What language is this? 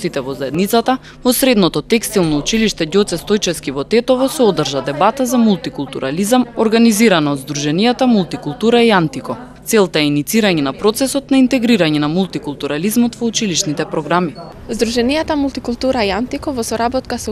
Macedonian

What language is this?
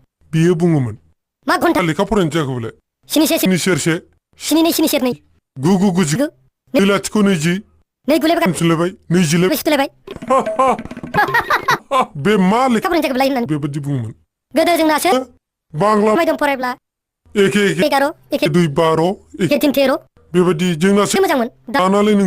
Bodo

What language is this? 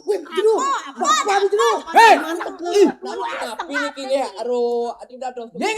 Balinese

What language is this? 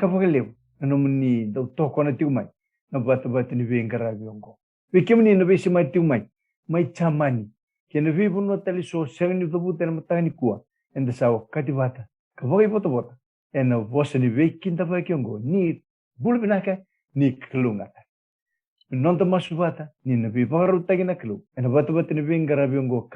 Fijian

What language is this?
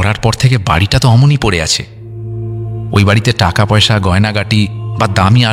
Bangla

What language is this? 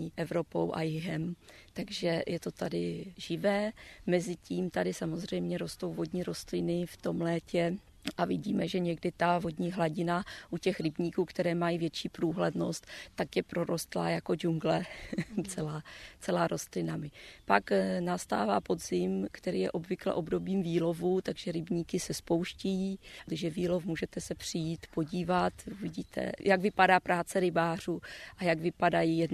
Czech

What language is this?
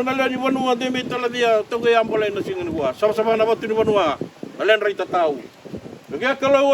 Fijian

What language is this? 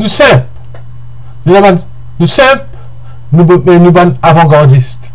Morisyen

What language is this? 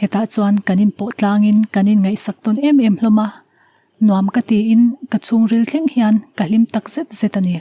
Mizo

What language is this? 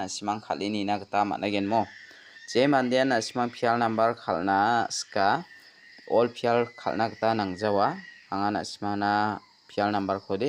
Garo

